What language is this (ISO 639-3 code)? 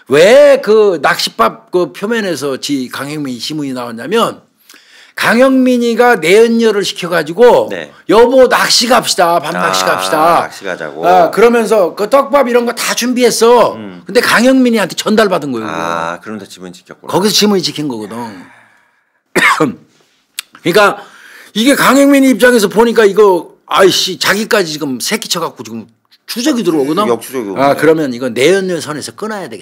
kor